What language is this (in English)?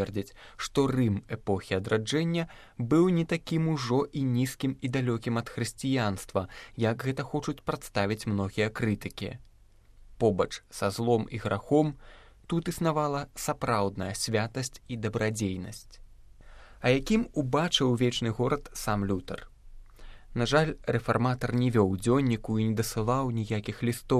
Belarusian